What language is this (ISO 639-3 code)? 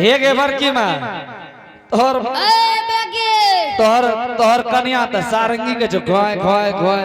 anp